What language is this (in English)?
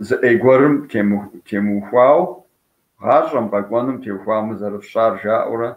Kabardian